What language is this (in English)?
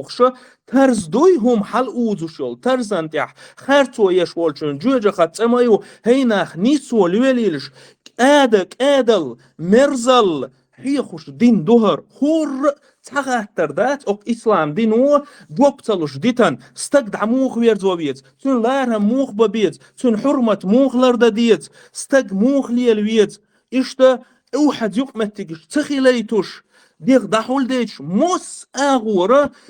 Chechen